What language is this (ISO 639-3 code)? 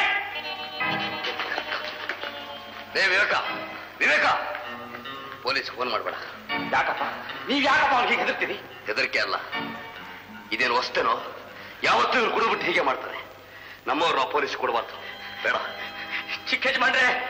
kan